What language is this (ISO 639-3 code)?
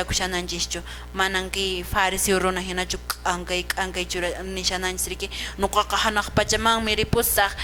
que